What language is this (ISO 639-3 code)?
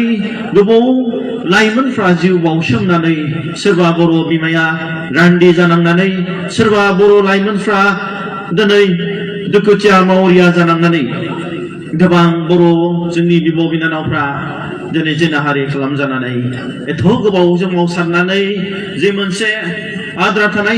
brx